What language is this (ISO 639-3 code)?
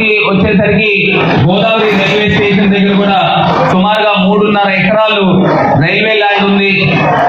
tel